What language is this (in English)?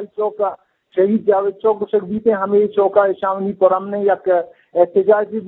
Eastern Balochi